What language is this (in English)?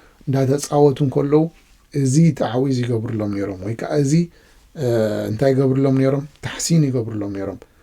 Tigrinya